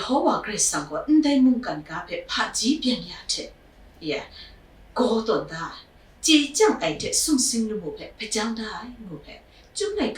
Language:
Kachin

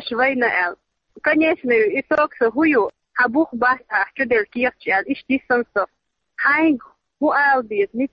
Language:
Chechen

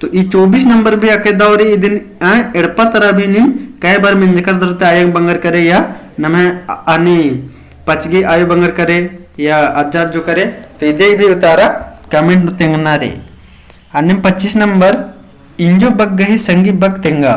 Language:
Kurukh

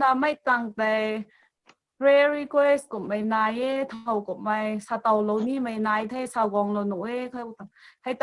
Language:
Rongmei Naga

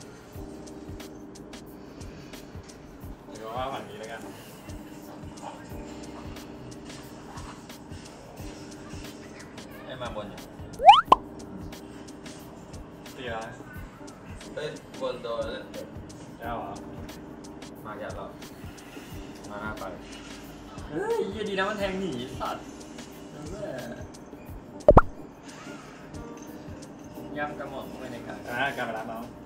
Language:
Thai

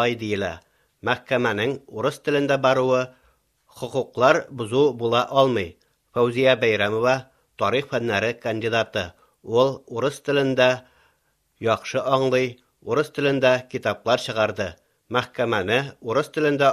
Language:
Tatar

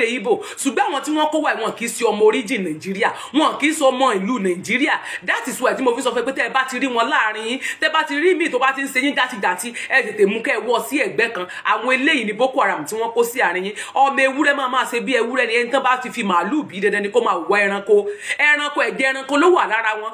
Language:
Yoruba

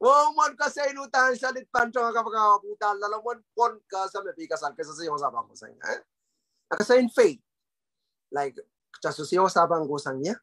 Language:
Pohnpeian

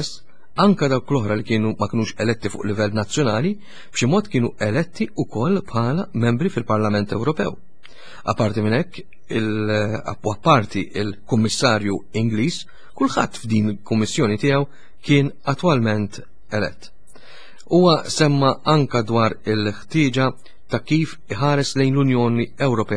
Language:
Maltese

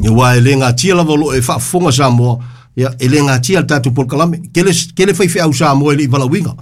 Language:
Samoan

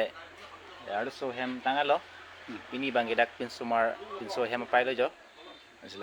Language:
Karbi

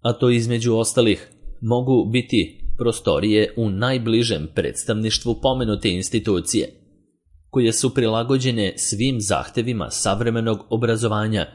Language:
Serbian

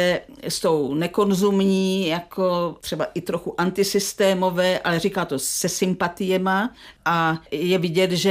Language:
Czech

